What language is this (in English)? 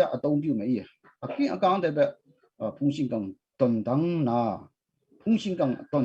Kachin